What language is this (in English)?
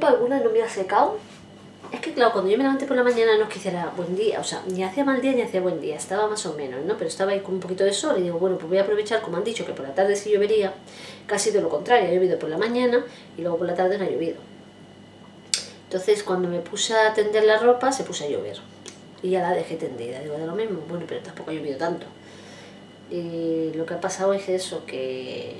Spanish